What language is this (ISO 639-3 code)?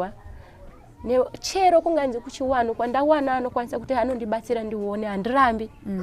sna